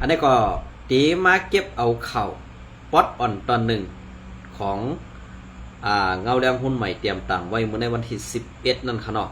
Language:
Shan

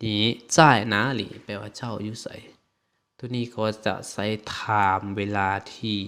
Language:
Lao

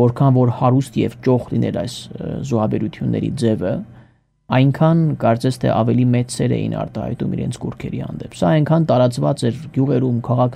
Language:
Armenian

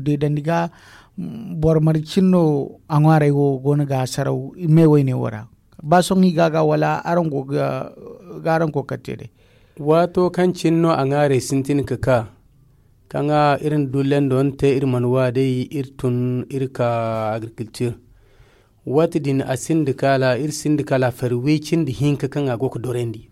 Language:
Zarma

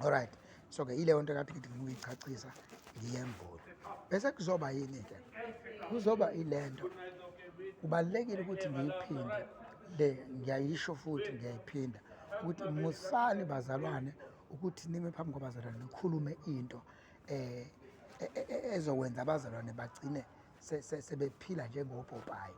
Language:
Zulu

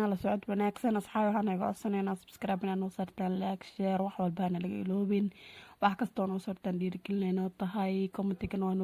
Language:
Somali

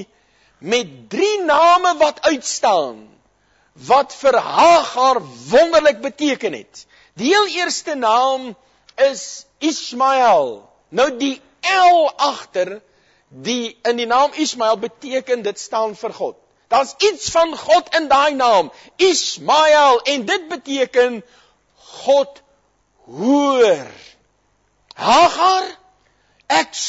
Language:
Afrikaans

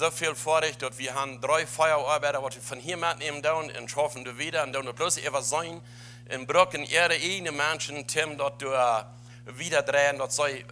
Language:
Plautdietsch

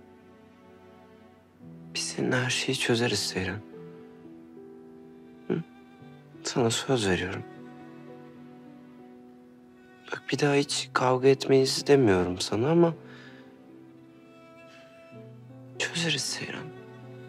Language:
Turkish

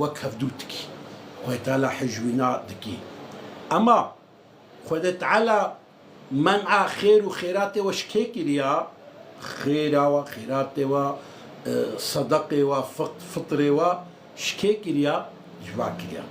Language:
Kurdish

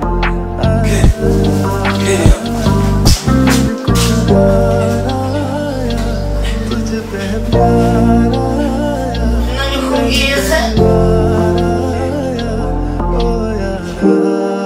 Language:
Kinyarwanda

